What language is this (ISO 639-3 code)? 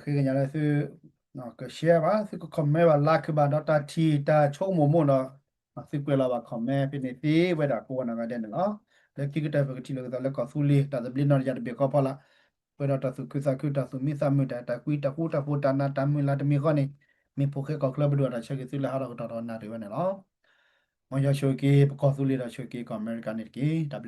ksw